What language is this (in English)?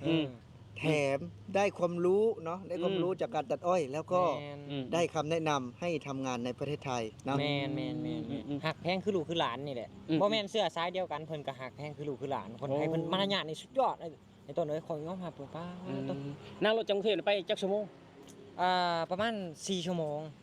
Northeastern Thai